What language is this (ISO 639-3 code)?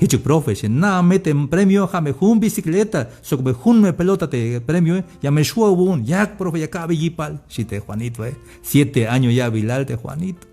tzh